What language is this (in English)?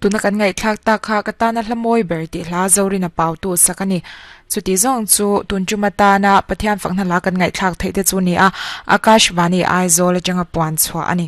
Mizo